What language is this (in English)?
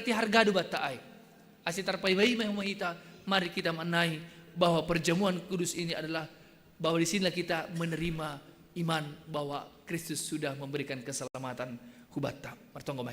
Batak Simalungun